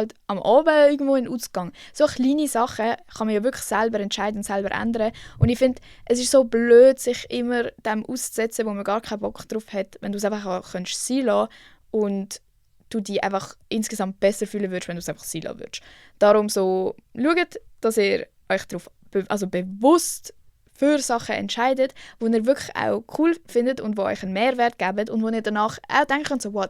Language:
Swiss German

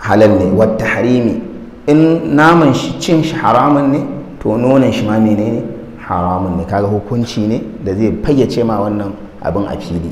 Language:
Hausa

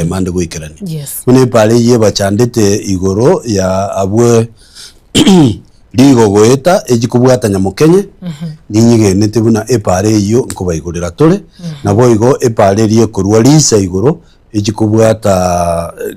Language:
Gusii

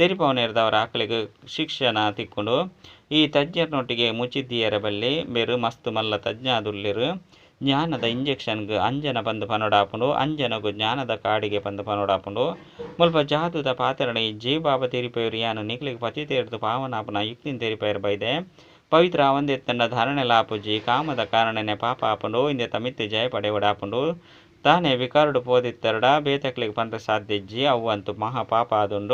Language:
Tulu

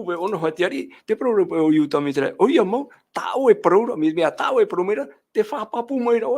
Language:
Tahitian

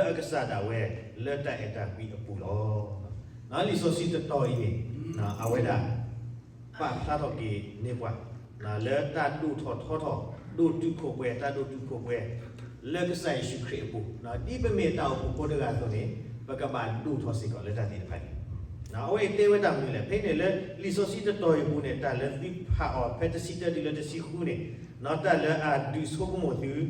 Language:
S'gaw Karen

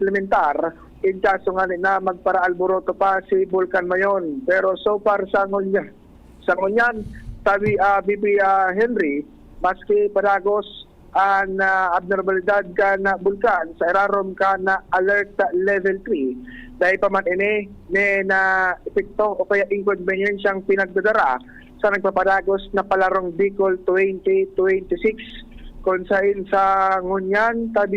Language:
Bikol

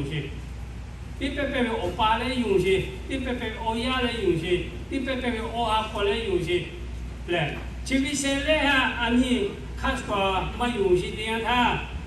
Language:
Lahu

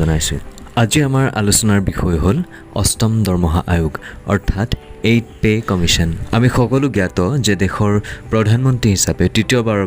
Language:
Assamese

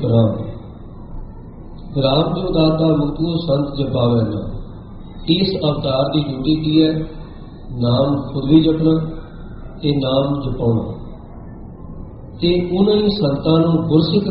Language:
Punjabi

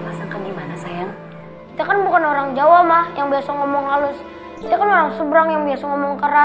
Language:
Indonesian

